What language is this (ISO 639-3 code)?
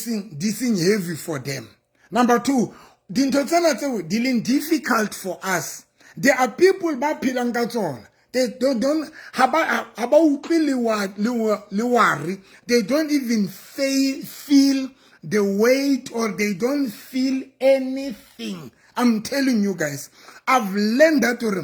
sot